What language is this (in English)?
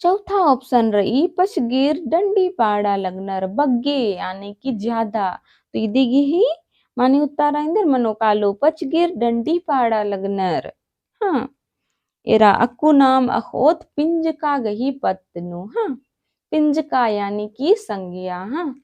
Kurukh